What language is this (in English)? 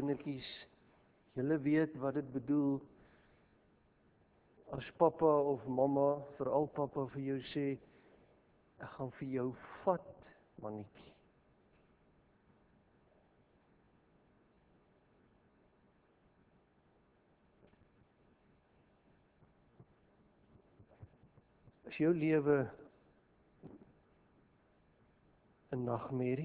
Afrikaans